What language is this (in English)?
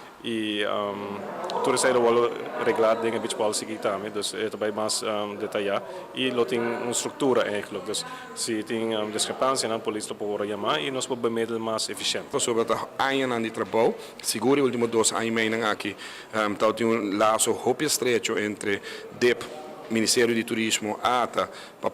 Papiamento